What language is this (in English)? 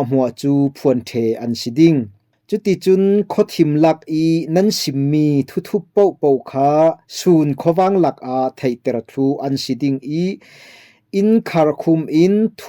Falam Chin